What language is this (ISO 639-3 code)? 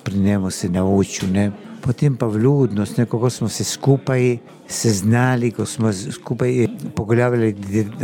slv